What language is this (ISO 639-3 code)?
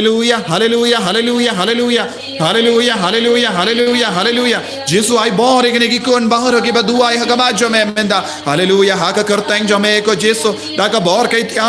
kha